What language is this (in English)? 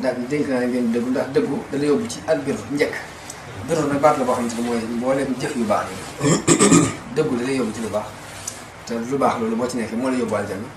Wolof